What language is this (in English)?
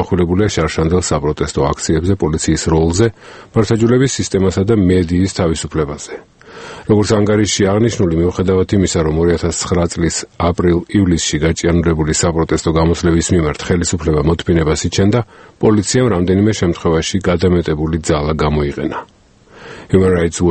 Georgian